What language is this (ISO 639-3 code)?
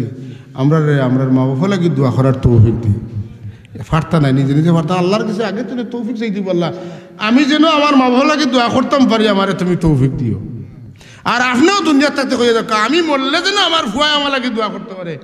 syl